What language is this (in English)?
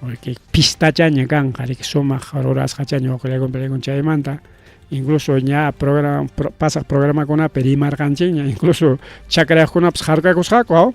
Ayacucho Quechua